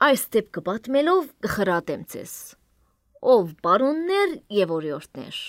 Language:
Armenian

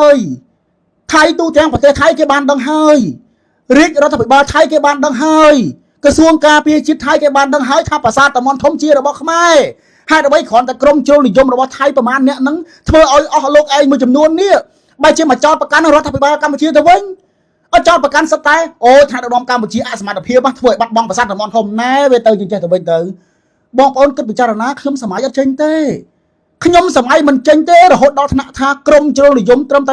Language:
Khmer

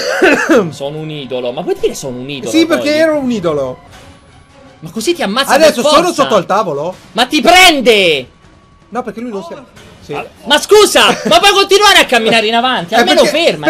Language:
Italian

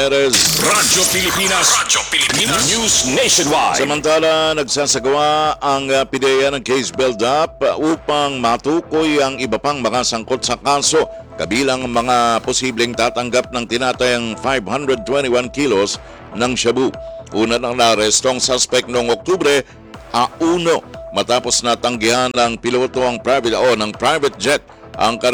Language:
Filipino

